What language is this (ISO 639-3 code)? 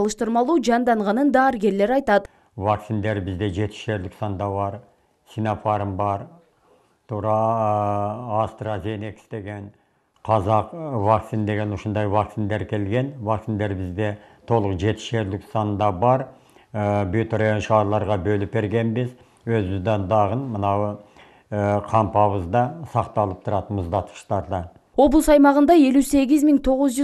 kir